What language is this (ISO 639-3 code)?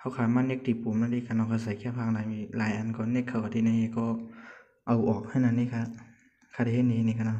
shn